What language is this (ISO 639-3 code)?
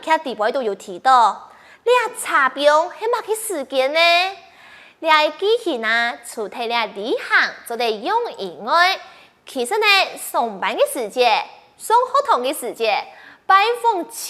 hak